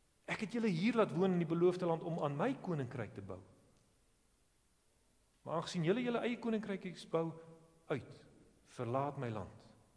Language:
Afrikaans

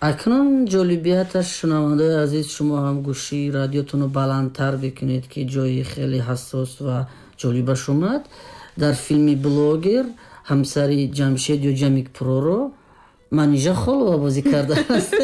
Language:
Tajik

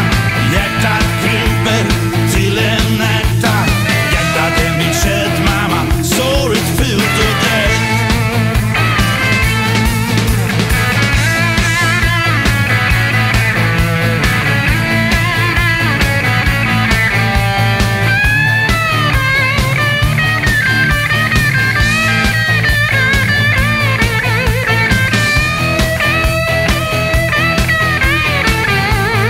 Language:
Swedish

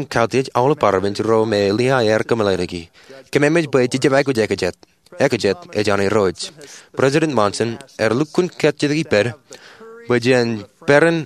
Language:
Marshallese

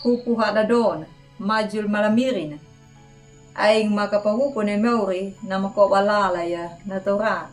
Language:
Anakalangu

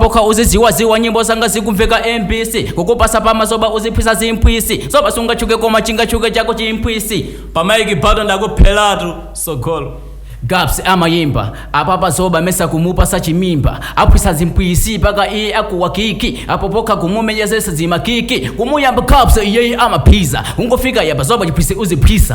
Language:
Nyanja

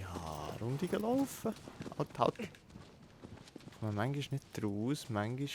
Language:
Swiss German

